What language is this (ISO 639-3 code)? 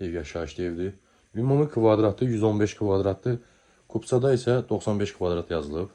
aze